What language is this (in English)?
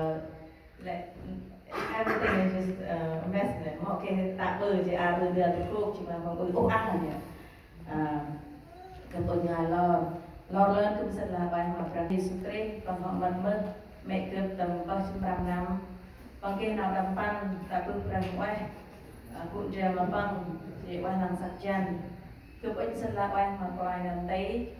Central Mnong